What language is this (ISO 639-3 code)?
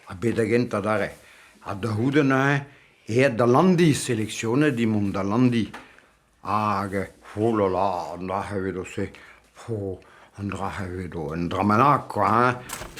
bre